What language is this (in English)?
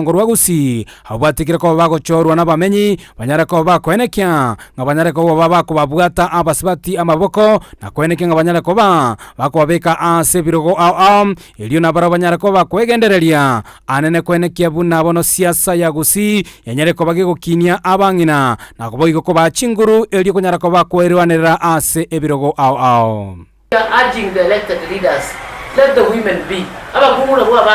Gusii